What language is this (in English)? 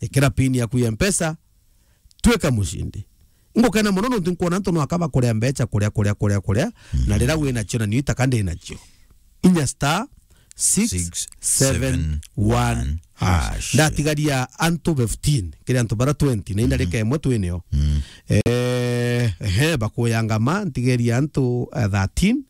Meru